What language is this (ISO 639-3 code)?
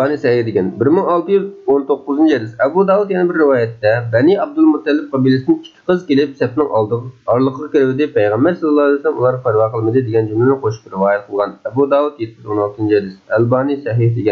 uig